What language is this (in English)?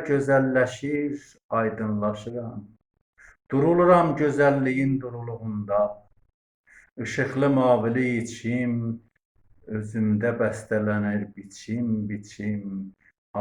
South Azerbaijani